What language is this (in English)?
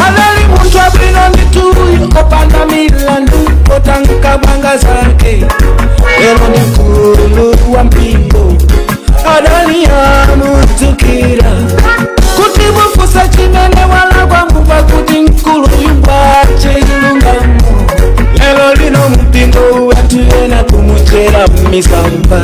Nyanja